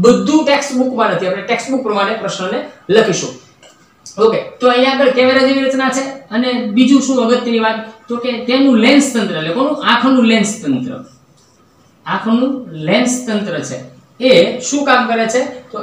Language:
Gujarati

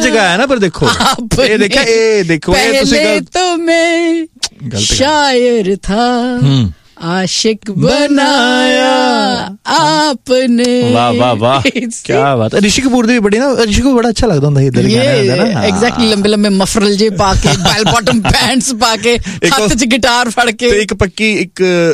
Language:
Punjabi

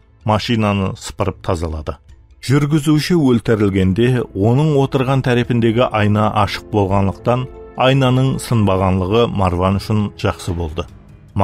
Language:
Kara-Kalpak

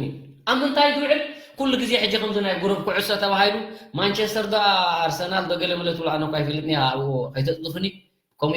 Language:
Tigrinya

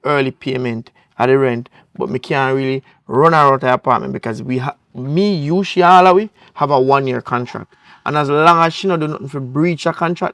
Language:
Jamaican Creole English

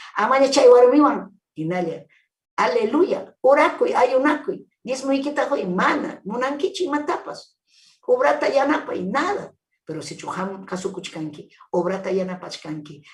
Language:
Ayacucho Quechua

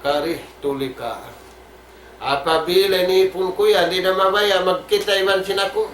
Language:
Tausug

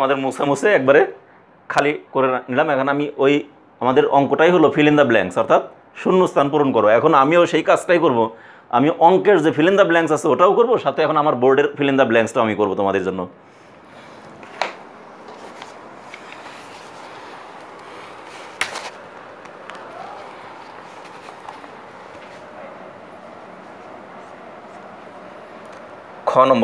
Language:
Bangla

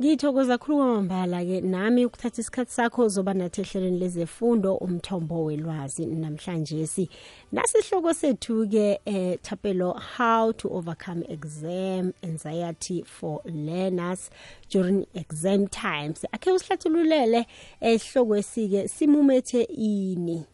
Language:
South Ndebele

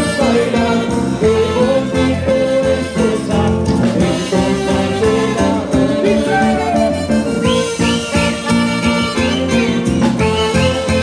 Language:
Spanish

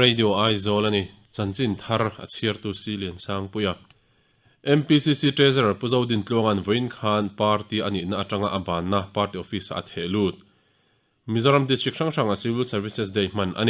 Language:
Mizo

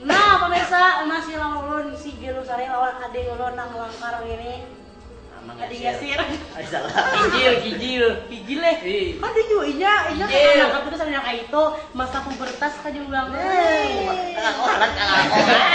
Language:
Banjar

